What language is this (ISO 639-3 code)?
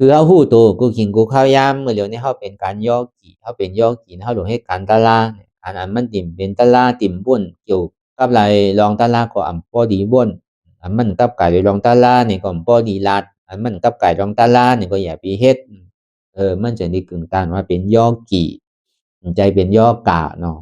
shn